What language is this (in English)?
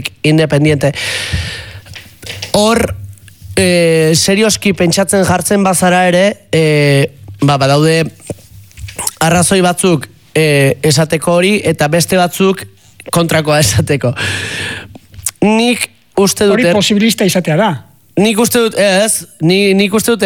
Basque